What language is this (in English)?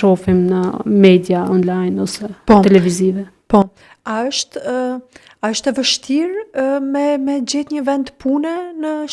Albanian